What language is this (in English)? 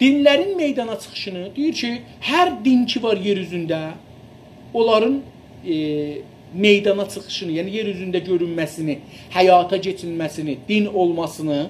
South Azerbaijani